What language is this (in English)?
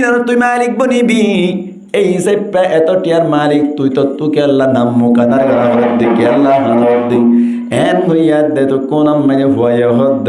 Rohingya